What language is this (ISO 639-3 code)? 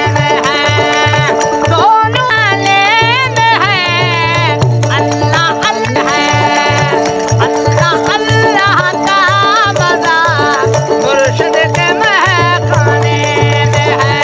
skr